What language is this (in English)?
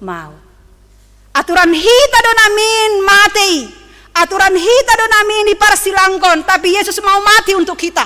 Batak Simalungun